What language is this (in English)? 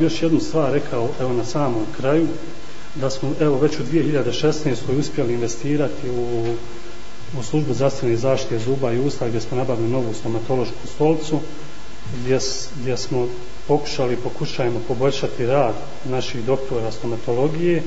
Bosnian